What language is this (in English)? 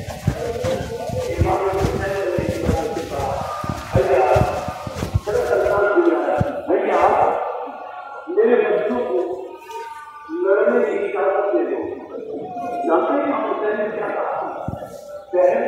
Urdu